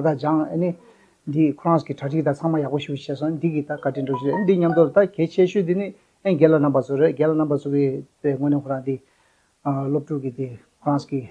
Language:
Tibetan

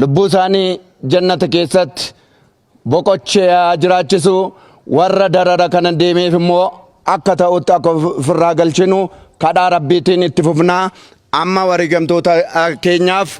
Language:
Oromo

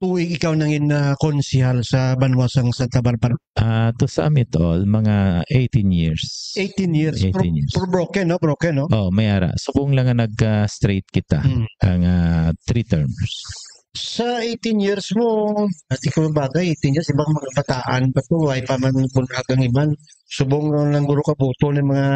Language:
Hiligaynon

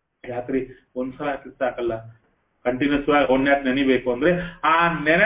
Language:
Kannada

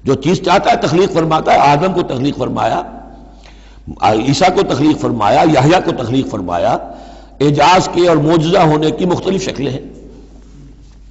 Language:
Urdu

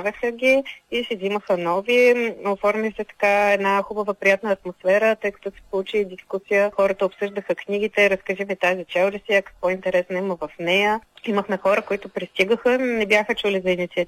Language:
Bulgarian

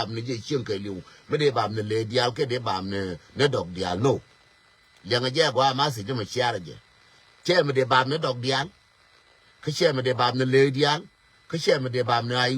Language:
Nuer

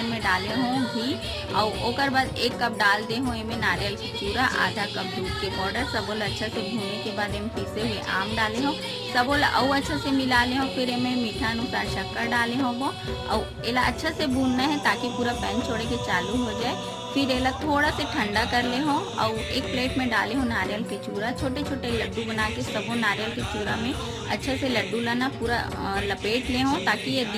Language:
Chhattisgarhi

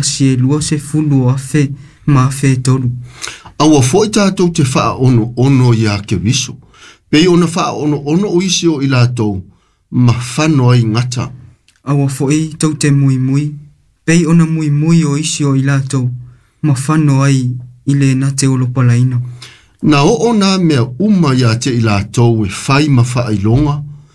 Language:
Samoan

